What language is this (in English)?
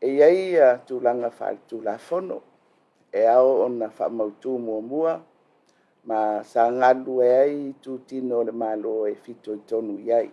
Samoan